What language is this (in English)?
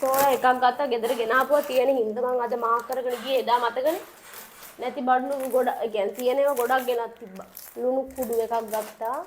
Sinhala